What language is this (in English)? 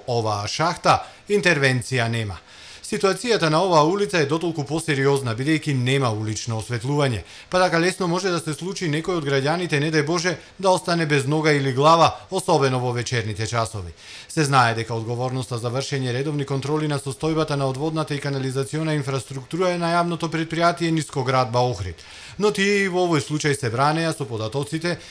Macedonian